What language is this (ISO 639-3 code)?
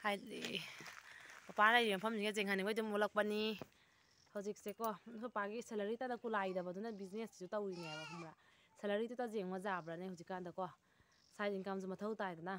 mni